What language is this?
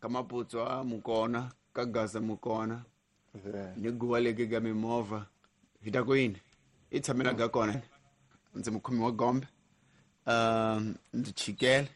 Tsonga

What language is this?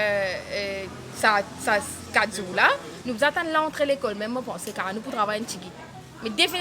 Morisyen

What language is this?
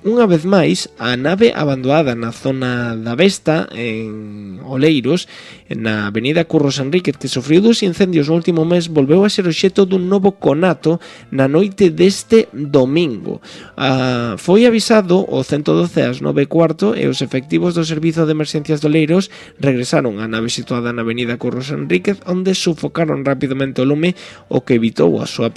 Galician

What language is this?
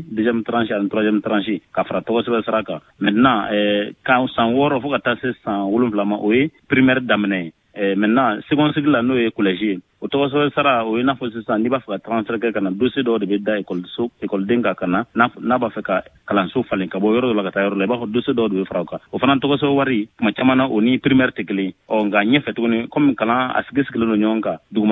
Bambara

